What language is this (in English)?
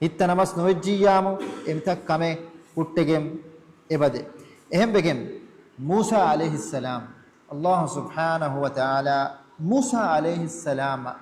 Divehi